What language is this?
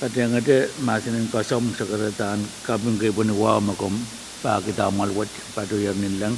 Pohnpeian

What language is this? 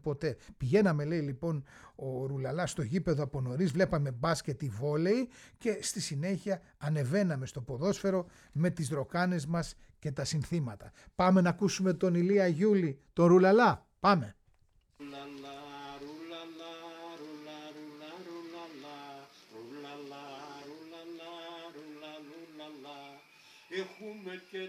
Greek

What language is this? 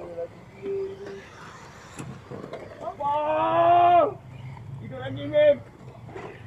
Malay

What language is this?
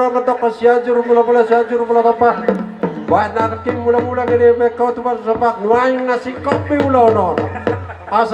Batak Toba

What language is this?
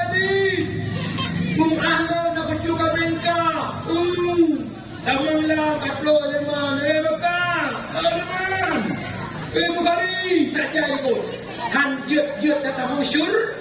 Achinese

